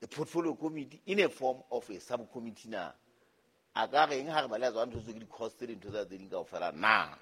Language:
Southern Sotho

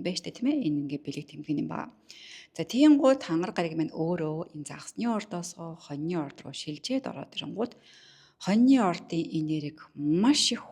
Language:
Mongolian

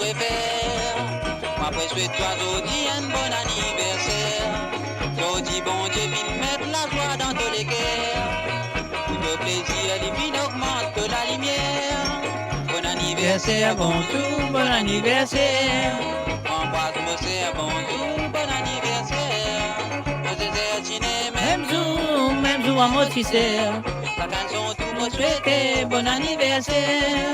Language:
Morisyen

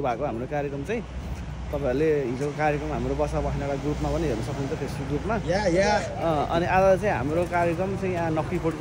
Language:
Nepali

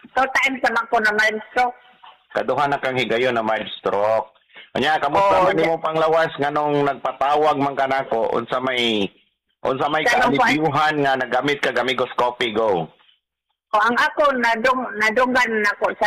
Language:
Cebuano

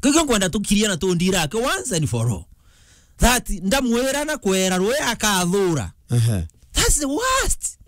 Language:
Meru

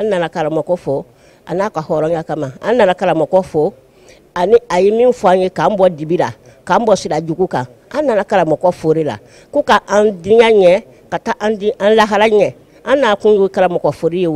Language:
Bambara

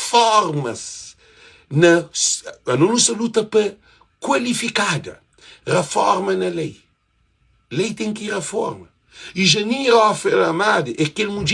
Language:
Kabuverdianu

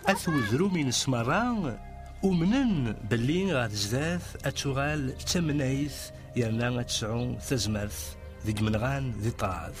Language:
Kabyle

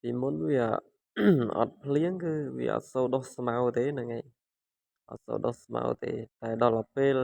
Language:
Khmer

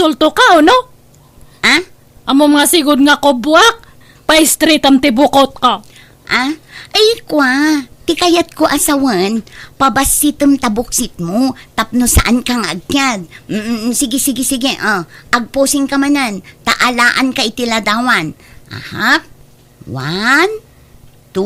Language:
Iloko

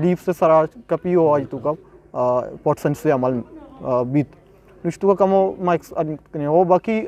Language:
Eastern Balochi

